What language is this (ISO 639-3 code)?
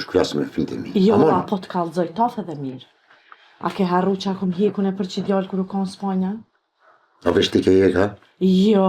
sqi